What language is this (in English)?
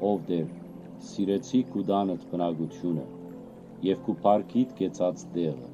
Western Armenian